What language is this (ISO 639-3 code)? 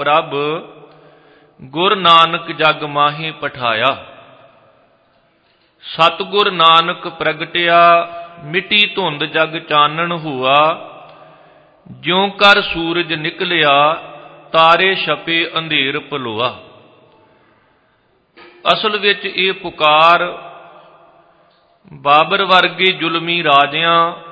pan